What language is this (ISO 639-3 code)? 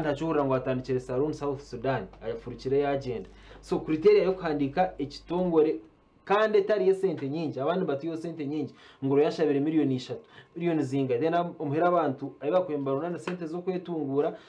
nyn